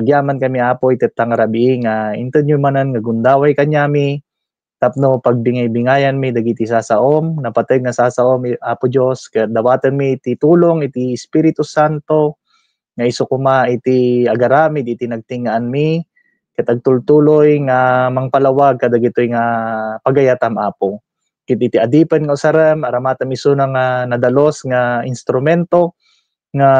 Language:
Iloko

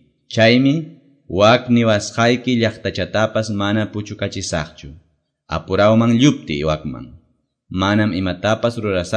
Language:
Quechua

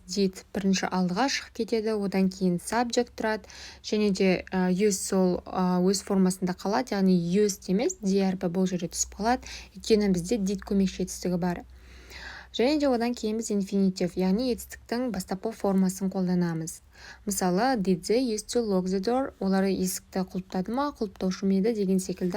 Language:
Kazakh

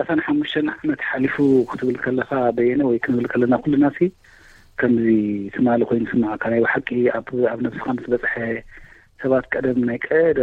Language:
Tigrinya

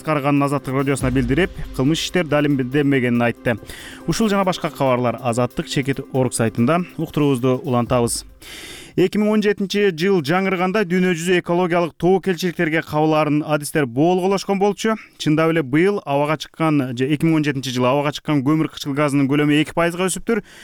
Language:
Kyrgyz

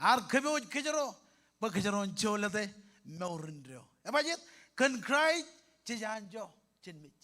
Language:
Marshallese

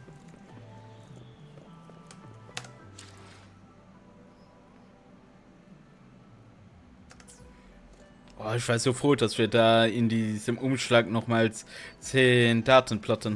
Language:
German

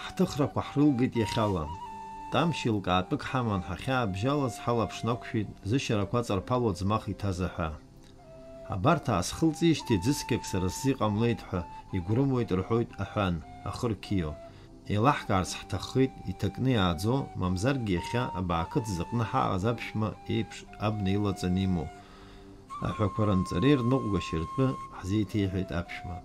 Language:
Abkhazian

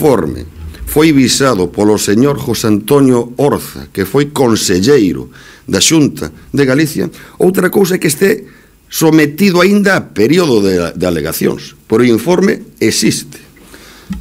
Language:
Galician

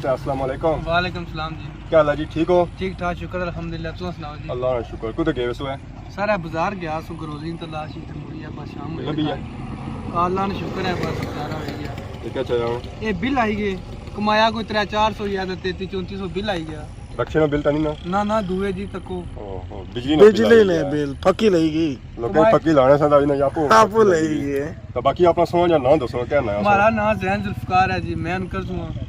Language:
Pahari-Potwari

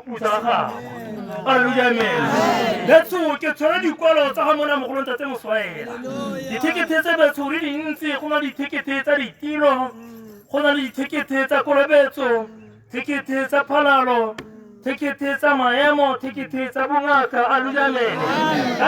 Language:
Tswana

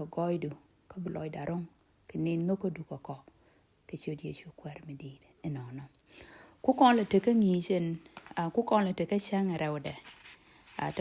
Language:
Nuer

